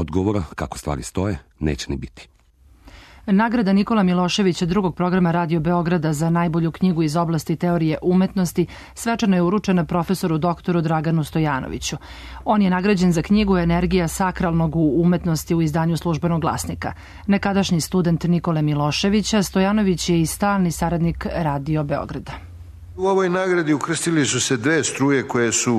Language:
Serbian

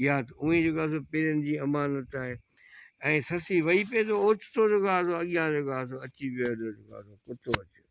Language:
Sindhi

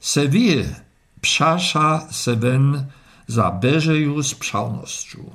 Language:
Slovenian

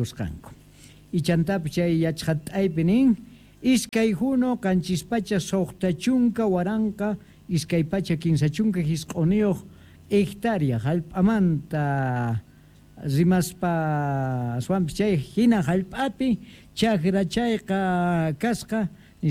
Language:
South Bolivian Quechua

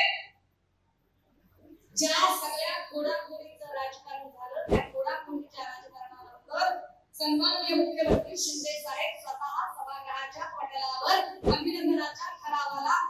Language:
Marathi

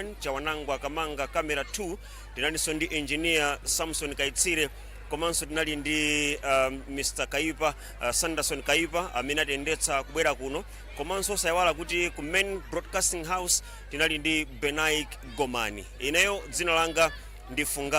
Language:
Nyanja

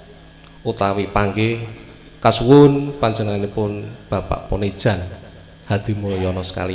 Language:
Javanese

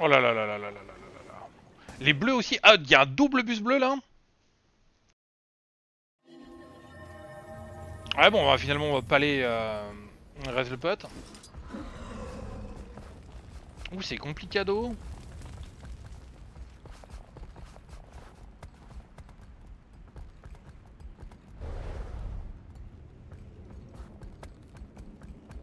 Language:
French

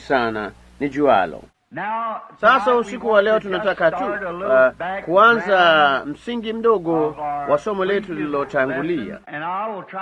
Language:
Swahili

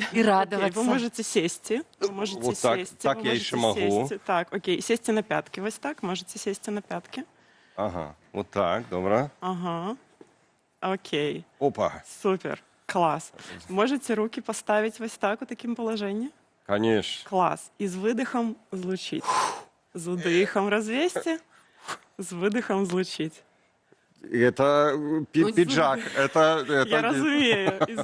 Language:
Belarusian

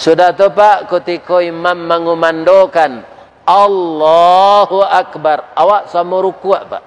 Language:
Minangkabau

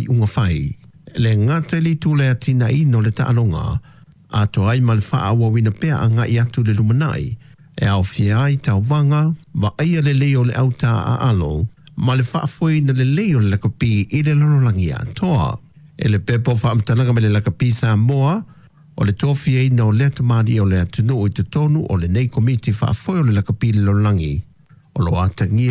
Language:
Samoan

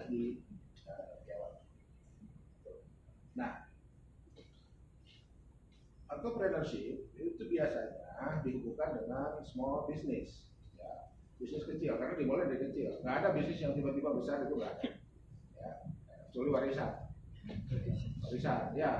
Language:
Indonesian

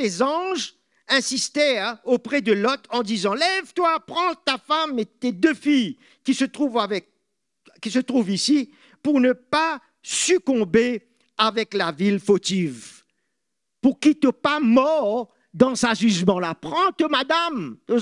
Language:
Morisyen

